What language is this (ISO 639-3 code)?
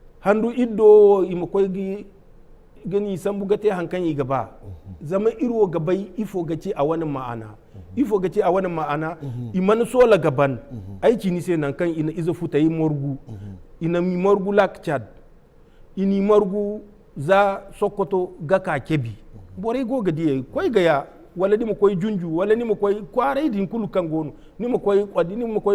dje